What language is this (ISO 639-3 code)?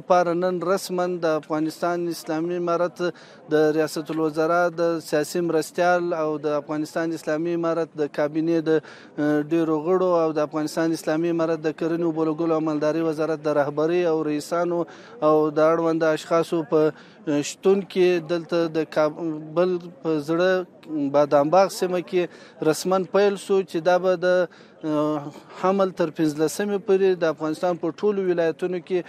pus